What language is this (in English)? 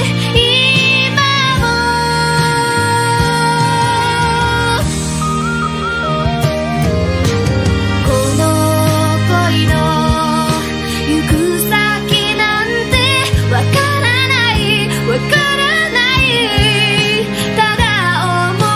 Japanese